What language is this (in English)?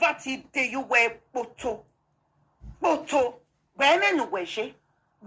Nigerian Pidgin